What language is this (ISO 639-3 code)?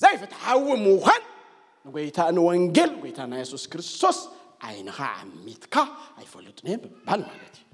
tir